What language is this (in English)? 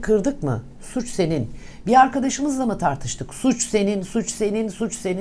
Turkish